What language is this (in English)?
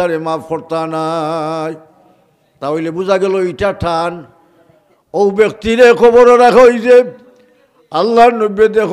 Sylheti